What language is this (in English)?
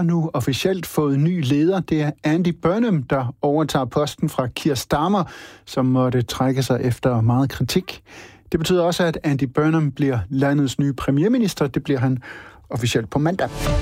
Danish